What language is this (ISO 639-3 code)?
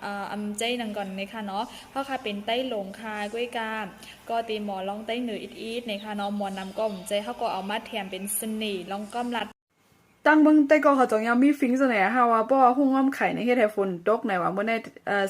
shn